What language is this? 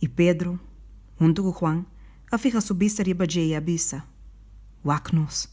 Papiamento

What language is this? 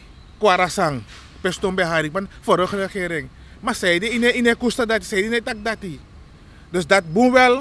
Sranan Tongo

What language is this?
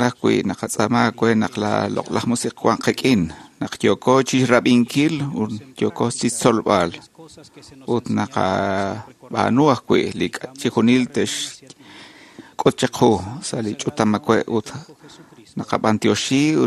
Kekchí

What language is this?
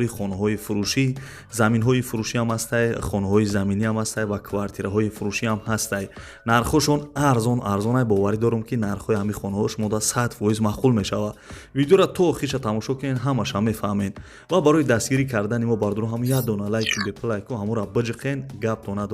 Tajik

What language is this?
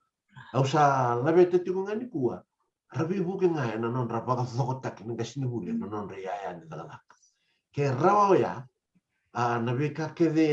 Fijian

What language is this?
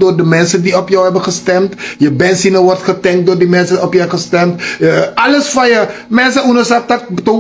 Sranan Tongo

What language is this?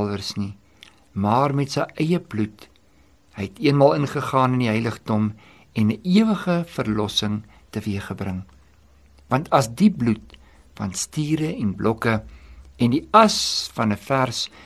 Afrikaans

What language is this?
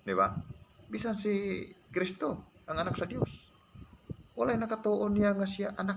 Cebuano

